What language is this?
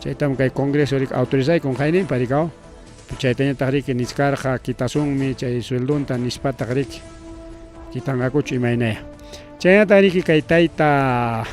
Ayacucho Quechua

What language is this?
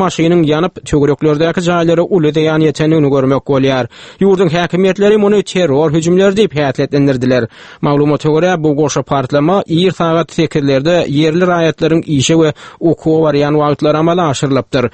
Turkmen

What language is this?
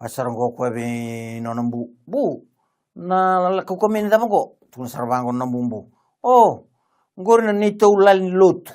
Fijian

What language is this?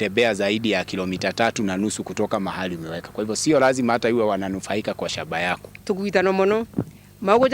Meru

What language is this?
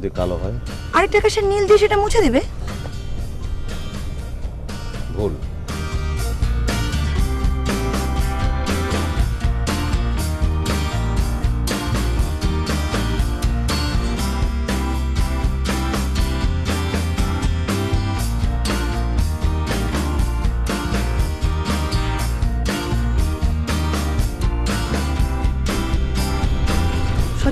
Bangla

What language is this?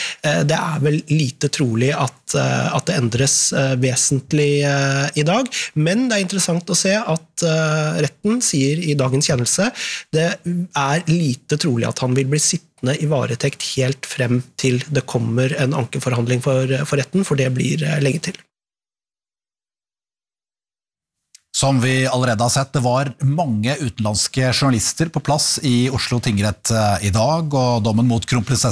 Norwegian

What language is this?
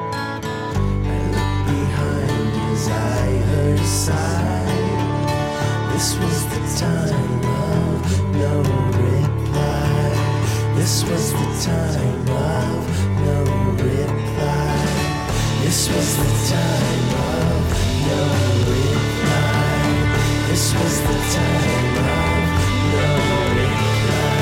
English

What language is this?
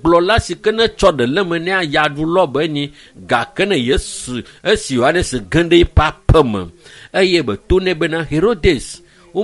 Ewe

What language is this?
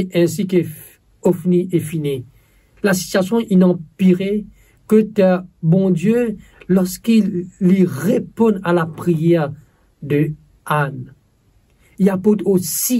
Morisyen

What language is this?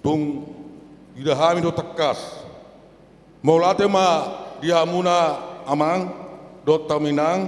Batak Toba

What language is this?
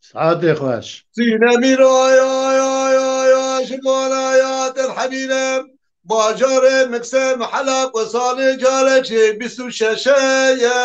Kurdish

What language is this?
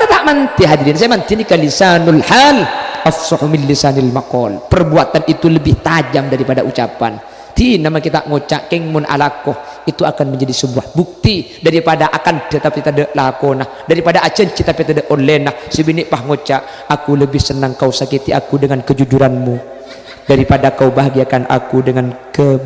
Madurese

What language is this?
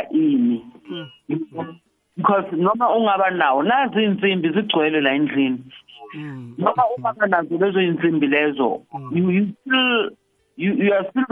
South Ndebele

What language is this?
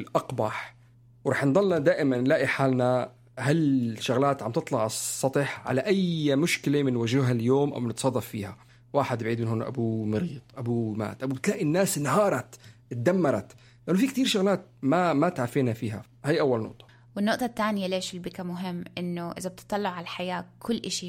North Levantine Arabic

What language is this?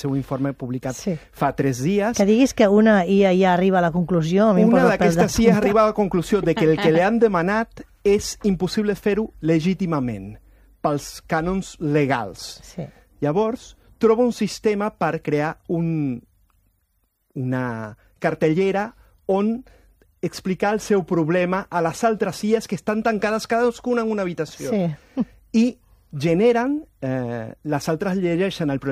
Catalan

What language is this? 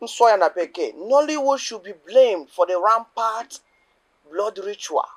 Igbo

